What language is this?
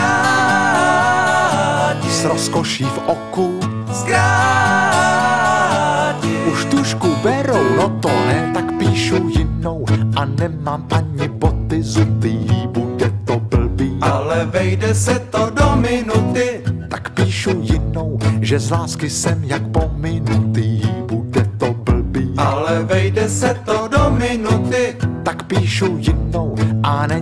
Czech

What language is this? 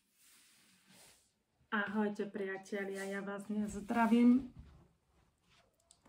Slovak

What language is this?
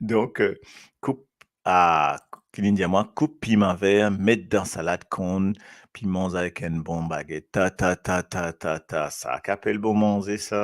Morisyen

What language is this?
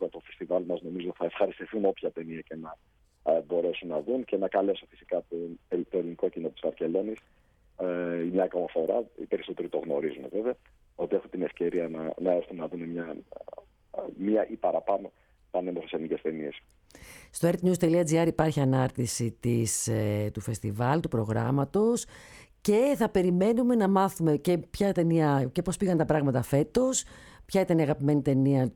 Greek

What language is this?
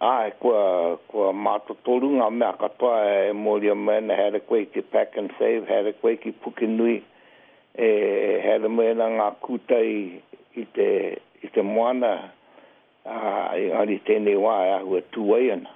Māori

